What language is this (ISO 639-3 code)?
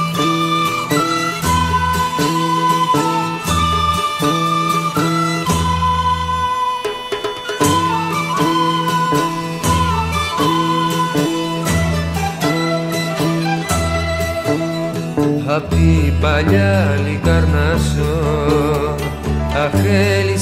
ell